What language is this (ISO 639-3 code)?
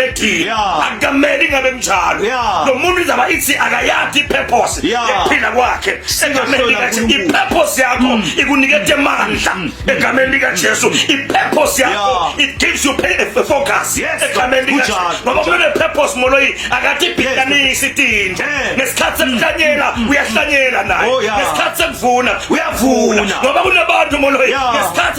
zul